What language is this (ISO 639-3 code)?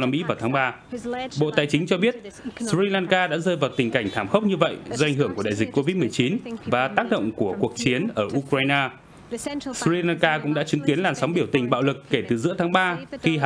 vie